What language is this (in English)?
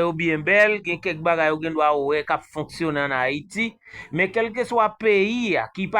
Haitian Creole